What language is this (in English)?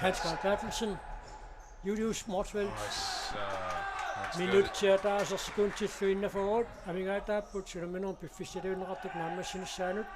Kalaallisut